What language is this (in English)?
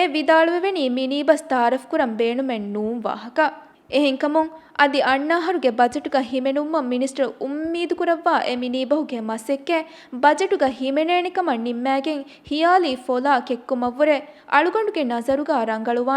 Divehi